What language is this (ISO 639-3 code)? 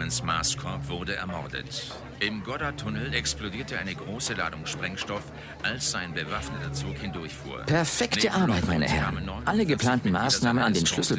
bar